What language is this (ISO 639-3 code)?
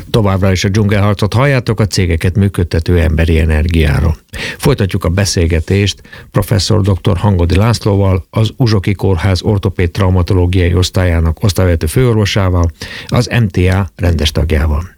hun